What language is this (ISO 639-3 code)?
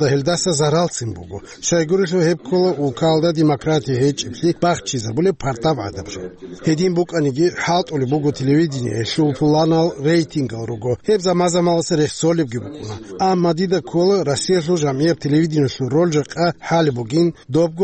ava